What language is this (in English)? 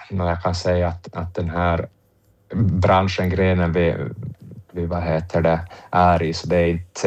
Swedish